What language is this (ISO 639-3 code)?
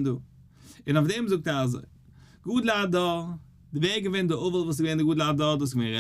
yid